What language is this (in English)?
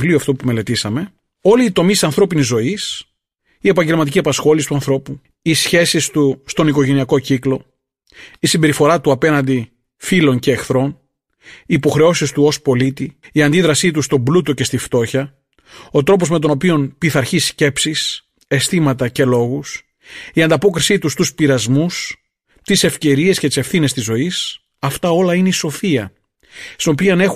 Greek